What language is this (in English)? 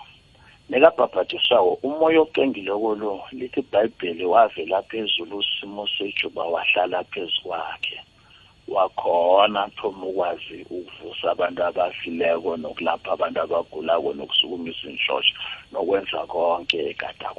South Ndebele